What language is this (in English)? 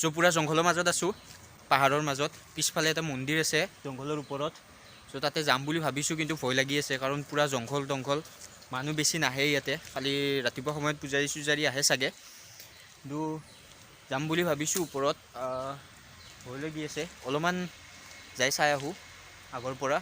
Assamese